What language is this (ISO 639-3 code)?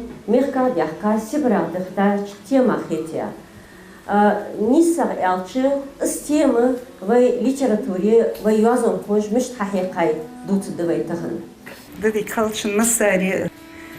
inh